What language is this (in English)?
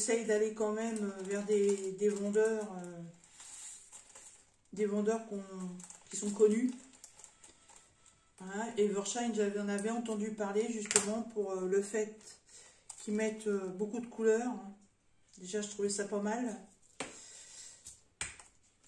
French